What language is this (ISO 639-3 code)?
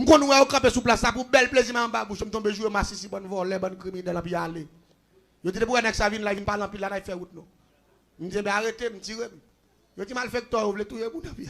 hat